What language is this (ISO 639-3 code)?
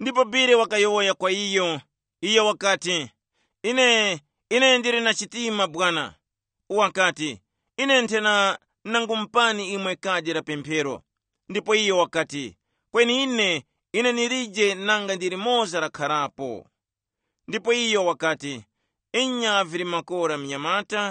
tum